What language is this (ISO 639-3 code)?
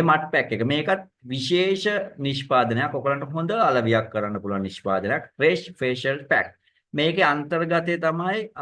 sin